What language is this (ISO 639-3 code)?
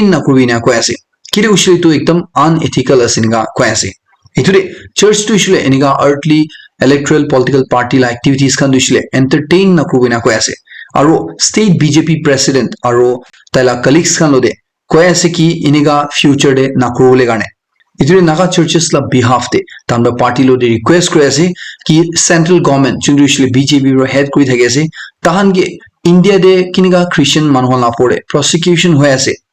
nag